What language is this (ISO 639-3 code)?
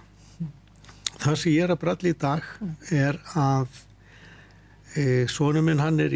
isl